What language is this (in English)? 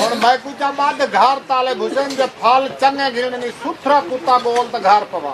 Saraiki